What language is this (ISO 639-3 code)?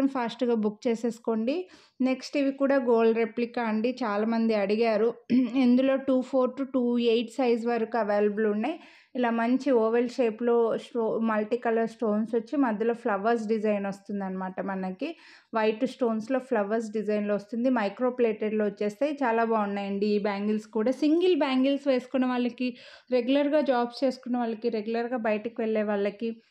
tel